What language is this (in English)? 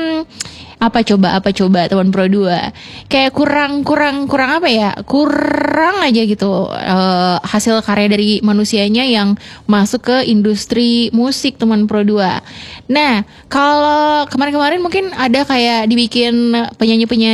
Indonesian